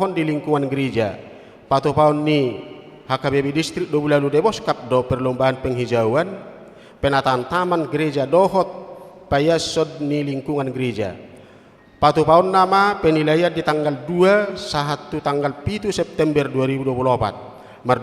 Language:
Batak Toba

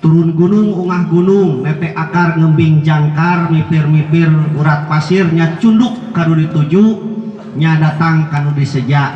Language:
Sundanese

